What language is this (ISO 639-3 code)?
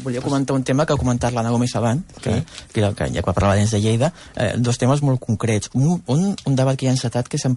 cat